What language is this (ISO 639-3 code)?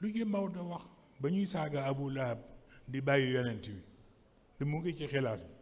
wol